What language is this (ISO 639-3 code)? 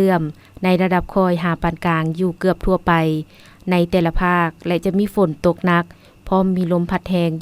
lao